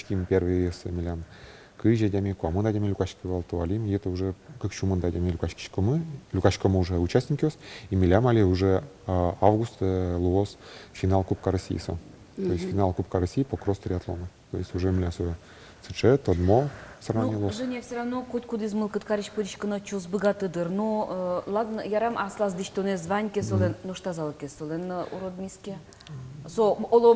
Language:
Udmurt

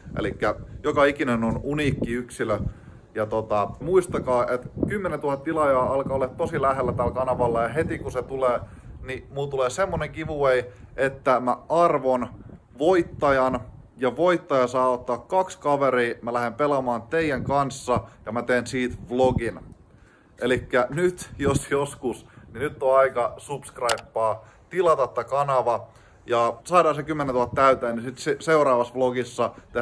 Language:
Finnish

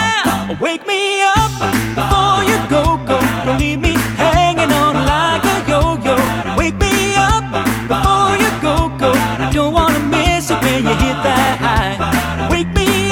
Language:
English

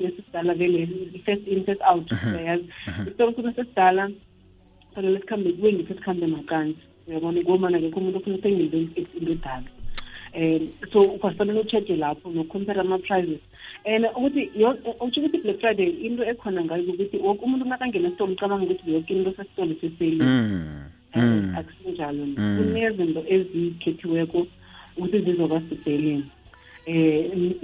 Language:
South Ndebele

